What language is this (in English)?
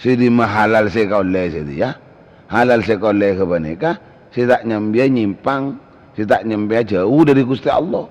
Madurese